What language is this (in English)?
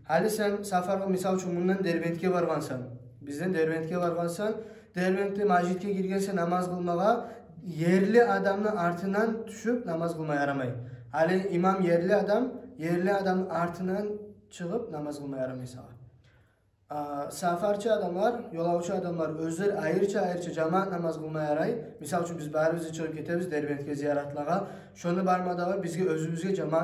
Kumyk